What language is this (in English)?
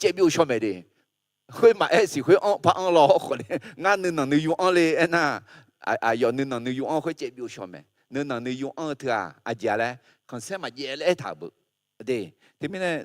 Akha